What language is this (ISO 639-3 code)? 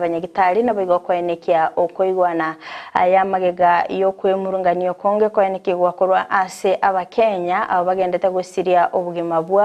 guz